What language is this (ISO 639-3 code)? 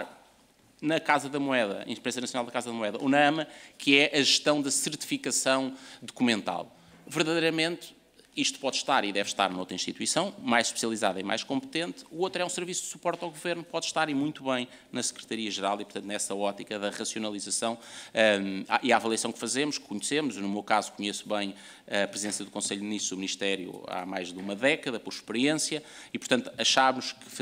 por